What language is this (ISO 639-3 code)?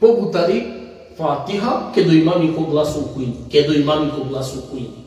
rmn